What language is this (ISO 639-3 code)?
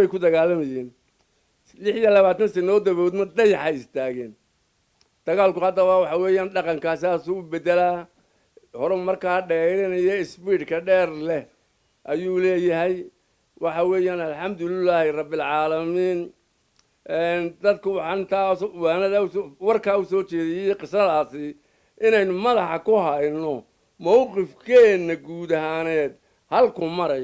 som